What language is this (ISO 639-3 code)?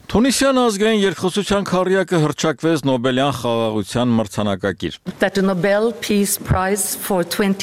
hye